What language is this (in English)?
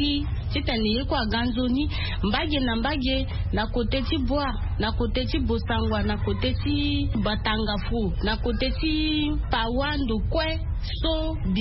Sango